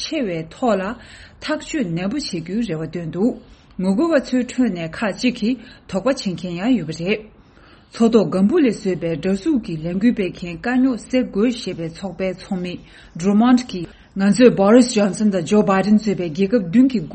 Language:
Tibetan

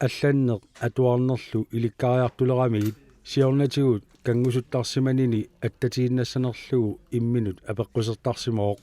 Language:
Kalaallisut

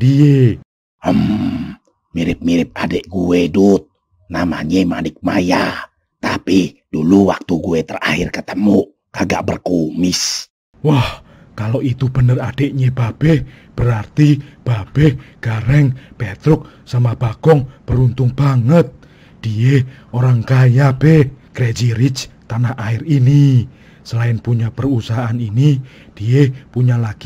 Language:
Betawi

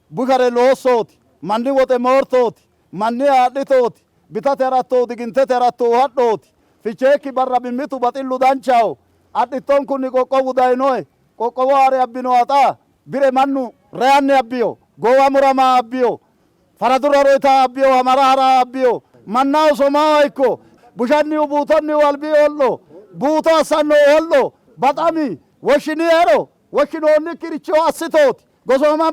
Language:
Sidamo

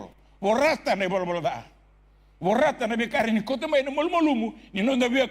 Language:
Fijian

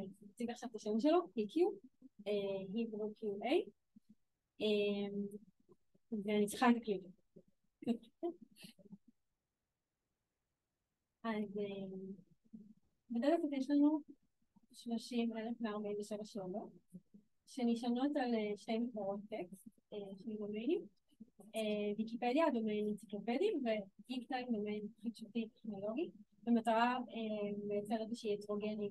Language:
Hebrew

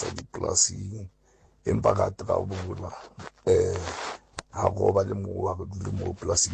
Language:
Southern Sotho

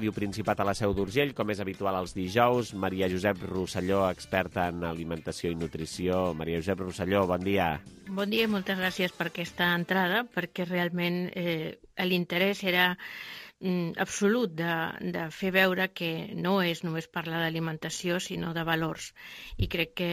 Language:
Catalan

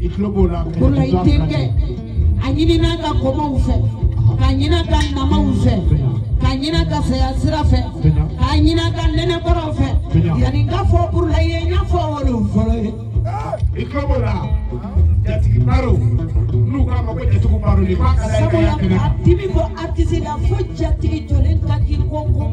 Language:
Bambara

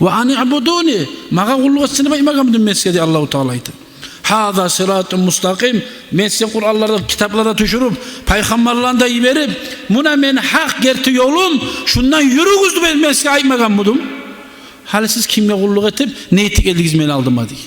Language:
Kumyk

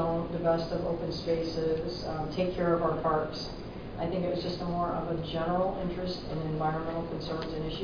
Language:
English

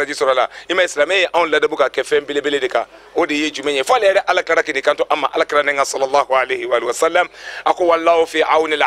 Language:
Bambara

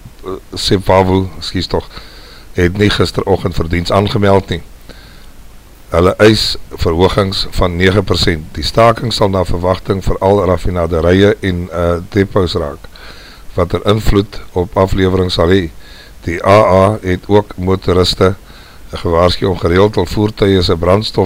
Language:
Afrikaans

